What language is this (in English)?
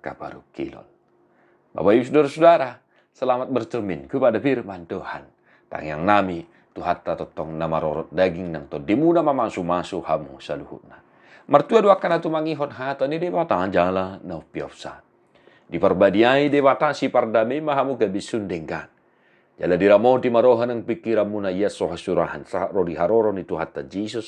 Batak Toba